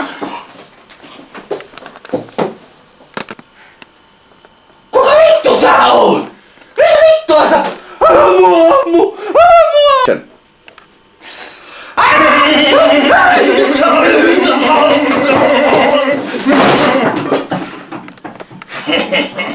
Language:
Finnish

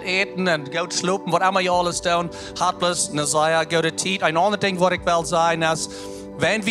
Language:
Plautdietsch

